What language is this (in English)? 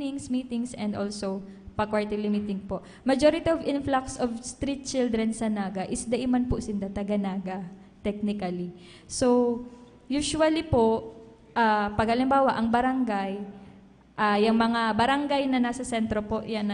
Bikol